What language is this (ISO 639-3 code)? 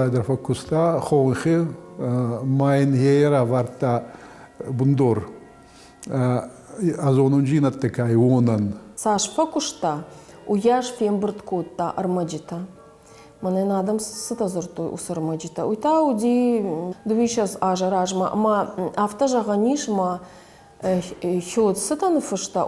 oss